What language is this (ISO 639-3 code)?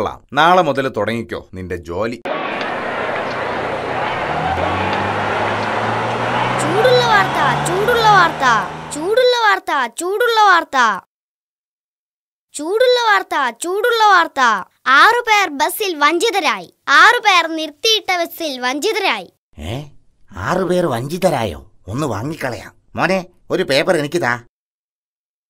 mal